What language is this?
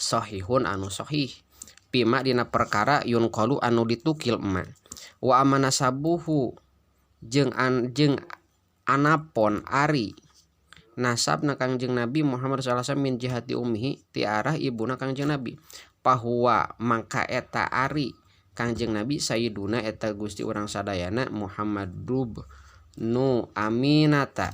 Sundanese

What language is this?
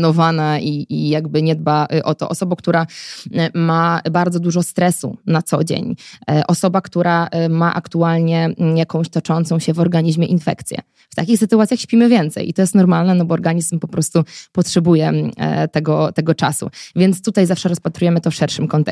Polish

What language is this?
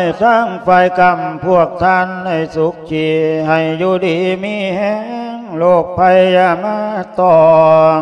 Lao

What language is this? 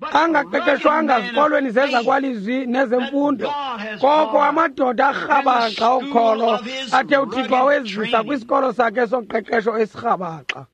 Xhosa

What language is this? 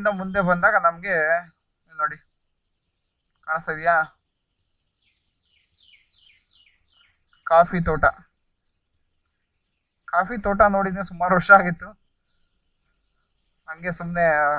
Kannada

